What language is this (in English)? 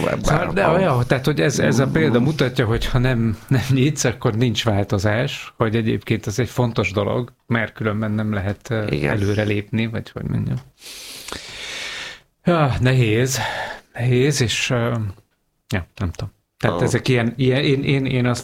Hungarian